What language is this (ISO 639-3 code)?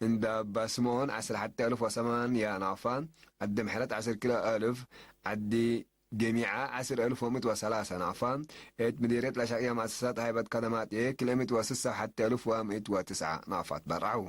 tig